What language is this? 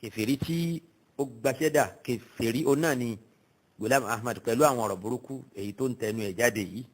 Yoruba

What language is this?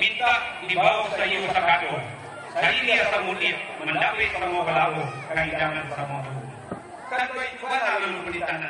Minangkabau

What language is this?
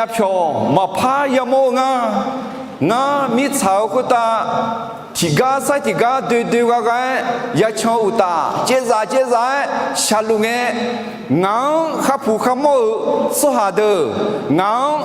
Akha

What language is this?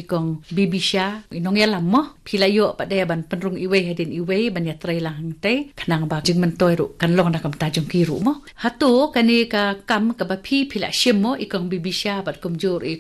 Khasi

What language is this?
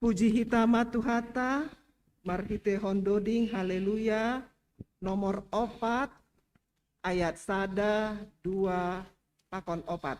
Batak Simalungun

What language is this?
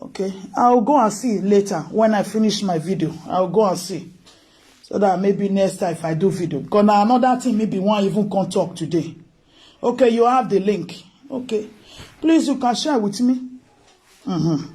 Nigerian Pidgin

